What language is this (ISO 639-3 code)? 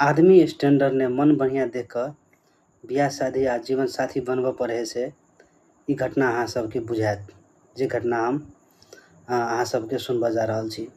mai